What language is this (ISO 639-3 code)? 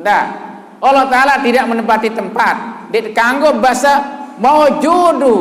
sas